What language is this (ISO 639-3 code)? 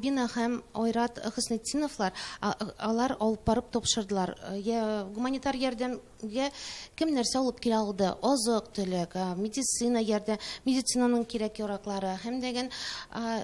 tat